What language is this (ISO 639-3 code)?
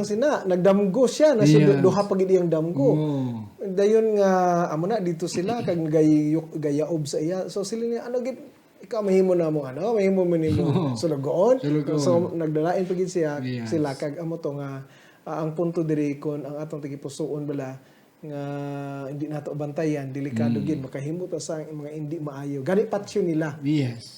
hil